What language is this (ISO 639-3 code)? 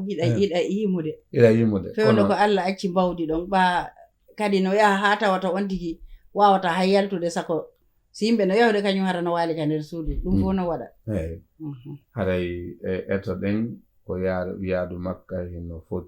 ful